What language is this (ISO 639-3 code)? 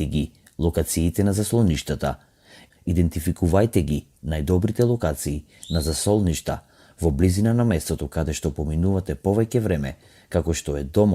mkd